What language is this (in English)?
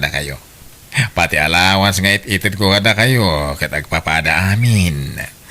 Iloko